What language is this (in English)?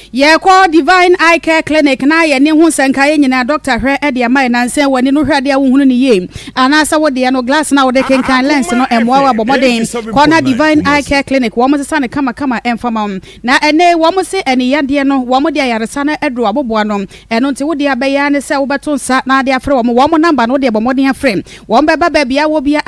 Akan